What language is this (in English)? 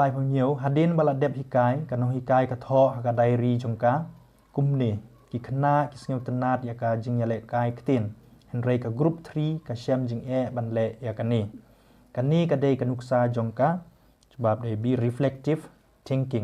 Khasi